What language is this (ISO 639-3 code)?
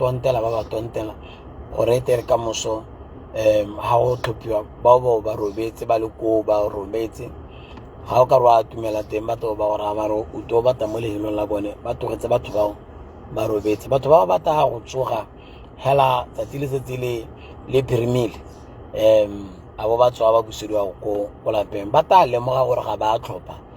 tsn